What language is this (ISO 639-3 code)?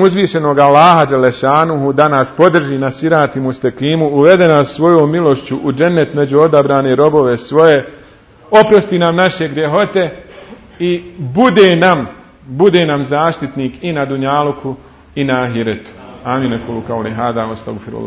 bos